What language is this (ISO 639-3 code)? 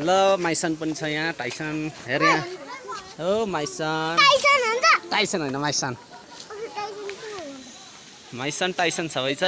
nep